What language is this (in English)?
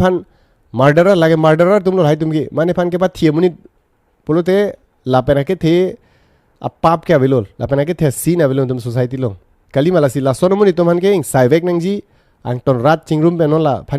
Karbi